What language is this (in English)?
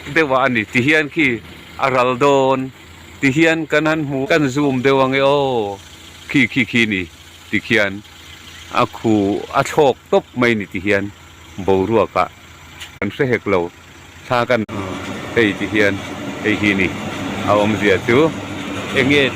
Mizo